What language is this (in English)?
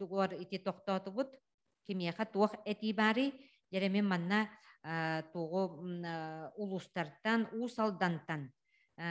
Yakut